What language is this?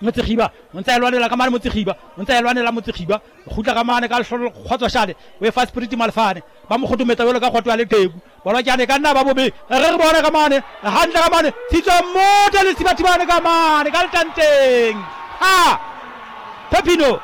Southern Sotho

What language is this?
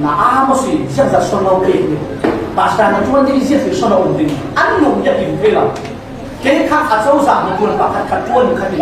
Falam Chin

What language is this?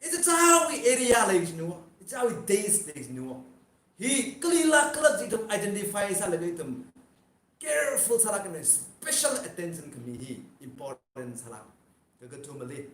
Tangkhul Naga (India)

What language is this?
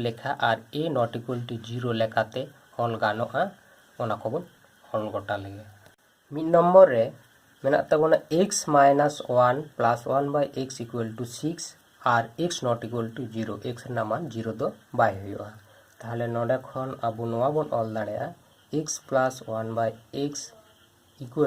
Santali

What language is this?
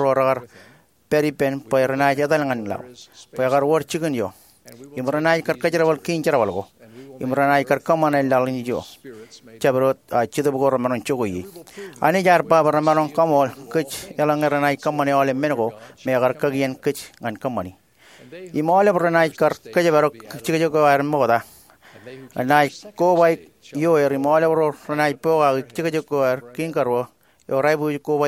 Marshallese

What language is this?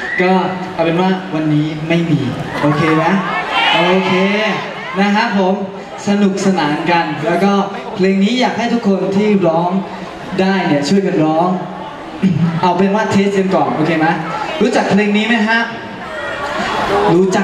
Thai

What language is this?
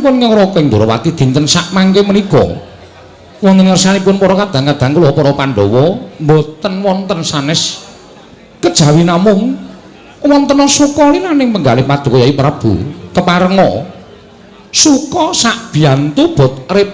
Javanese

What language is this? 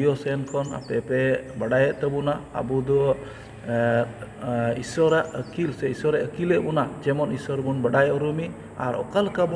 Santali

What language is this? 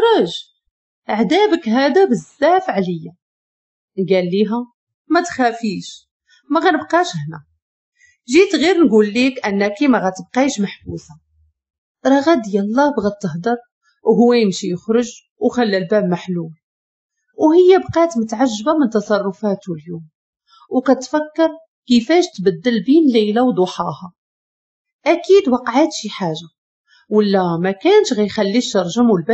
Moroccan Arabic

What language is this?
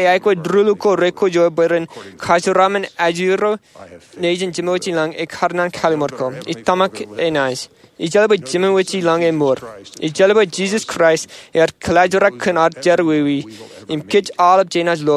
Marshallese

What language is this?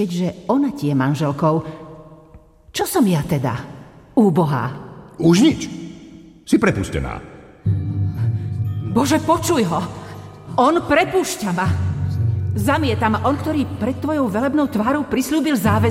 Slovak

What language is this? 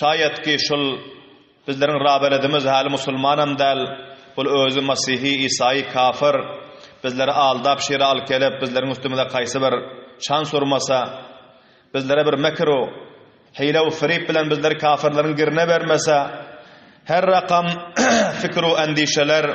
Turkmen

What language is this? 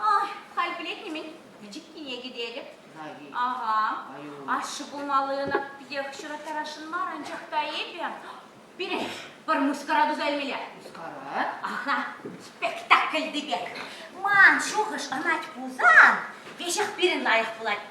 Chuvash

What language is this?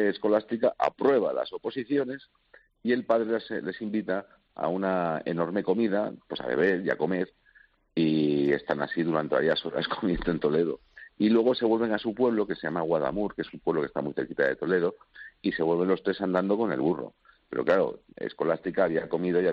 Spanish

